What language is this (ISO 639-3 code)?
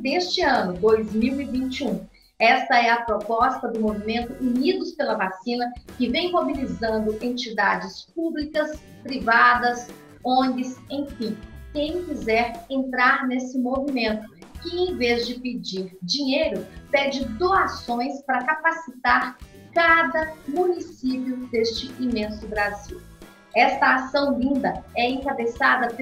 por